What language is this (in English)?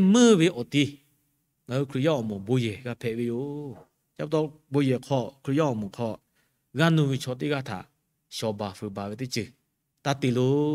Lahu